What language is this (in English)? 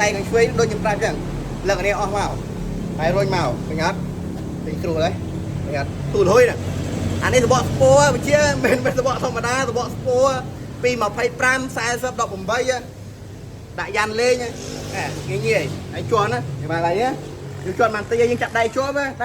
Khmer